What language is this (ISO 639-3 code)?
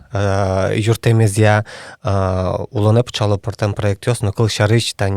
udm